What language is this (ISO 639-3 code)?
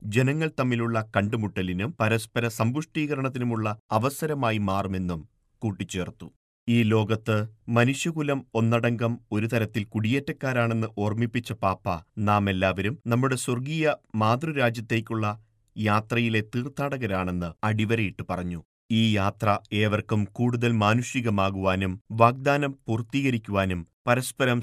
mal